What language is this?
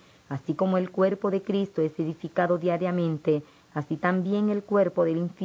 Spanish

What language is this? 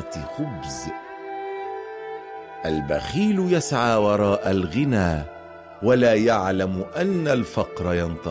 Egyptian Arabic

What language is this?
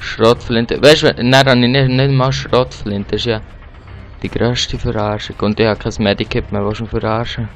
Swiss German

